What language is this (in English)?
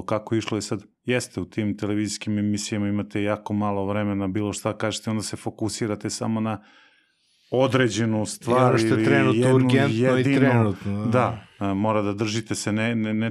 Serbian